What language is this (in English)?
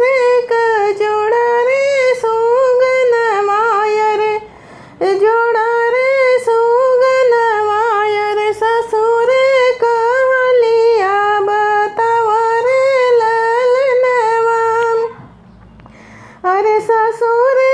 Bhojpuri